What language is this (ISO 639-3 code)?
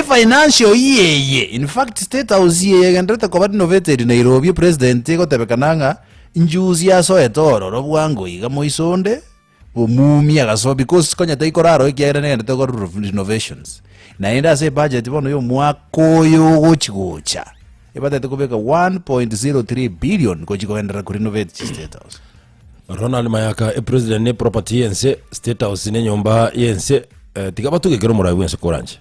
guz